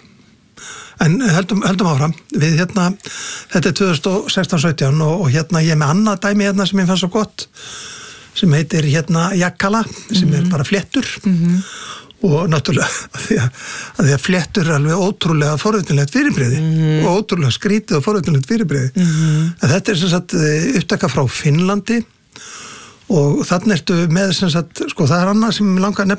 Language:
Icelandic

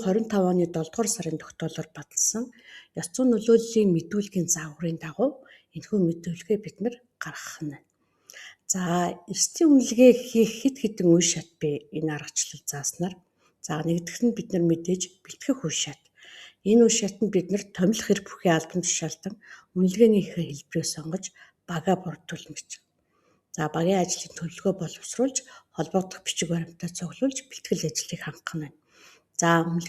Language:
Mongolian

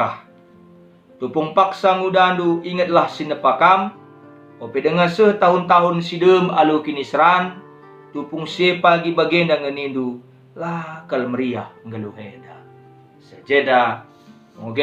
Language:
Batak Karo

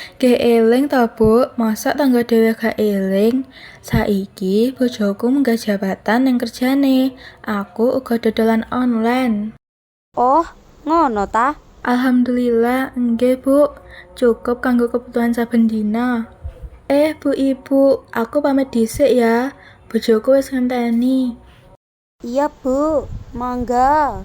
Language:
Javanese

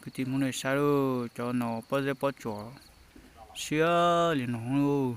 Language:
Hmong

